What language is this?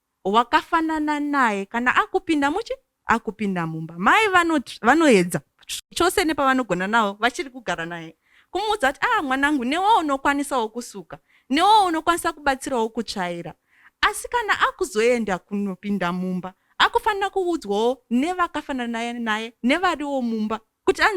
Shona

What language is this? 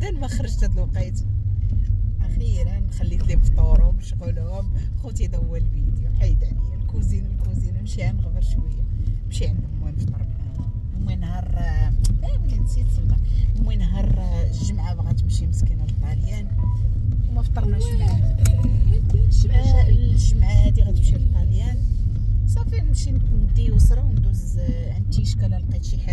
Moroccan Arabic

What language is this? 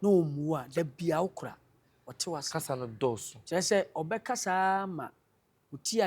Akan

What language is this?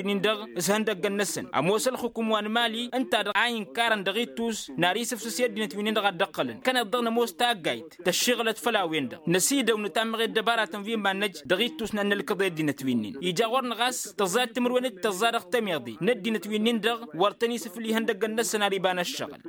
Tamasheq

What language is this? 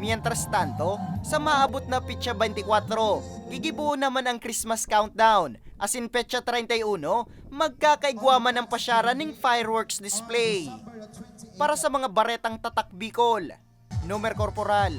Bikol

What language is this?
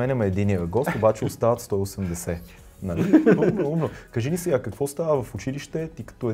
Bulgarian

